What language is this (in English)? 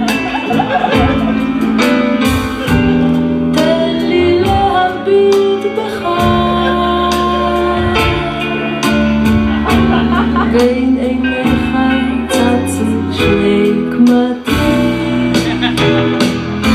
Hebrew